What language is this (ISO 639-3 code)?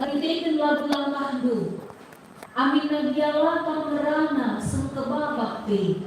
btx